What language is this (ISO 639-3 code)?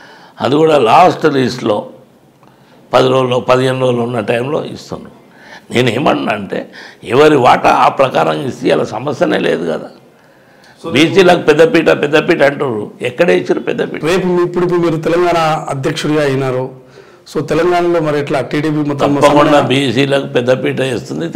tel